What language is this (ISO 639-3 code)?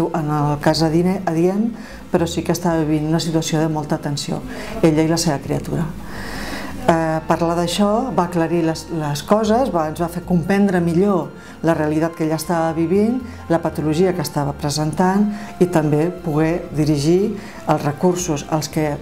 cat